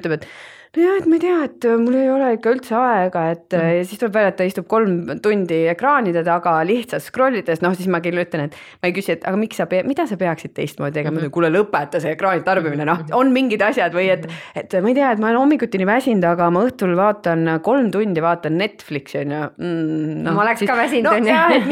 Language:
Estonian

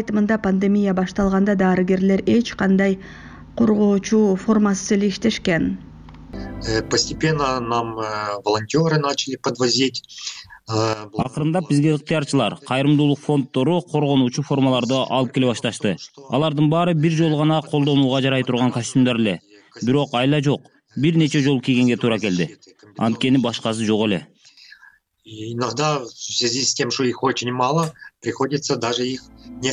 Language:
Kyrgyz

